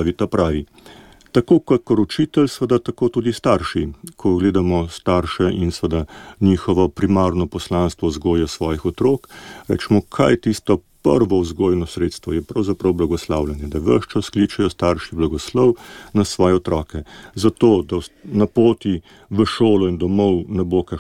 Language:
Slovenian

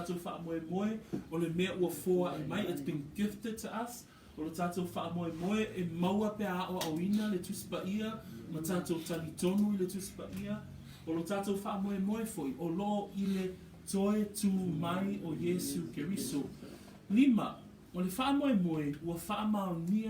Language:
Samoan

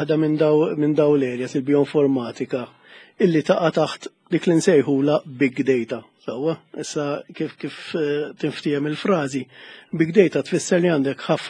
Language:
Maltese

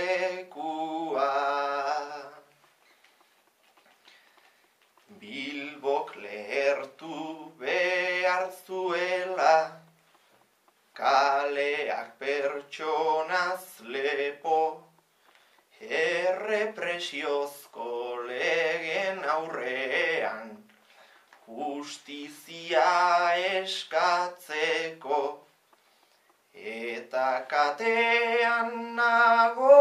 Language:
Basque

